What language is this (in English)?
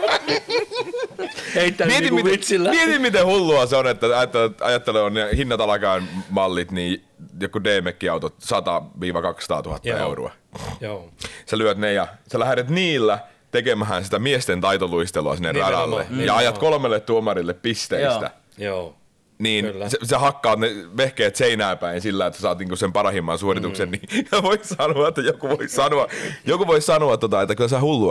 Finnish